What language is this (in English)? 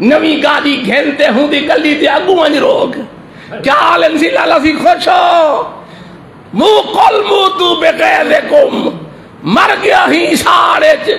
Saraiki